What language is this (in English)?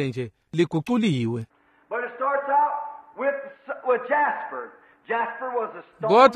Swati